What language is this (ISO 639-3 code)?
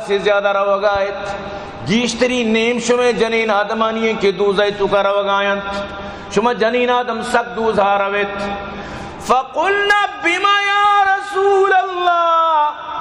bal